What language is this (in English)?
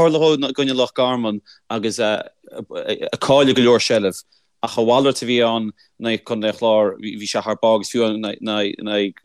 Irish